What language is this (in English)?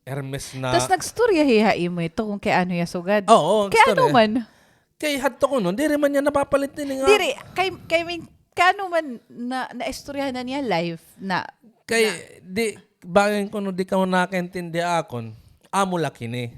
Waray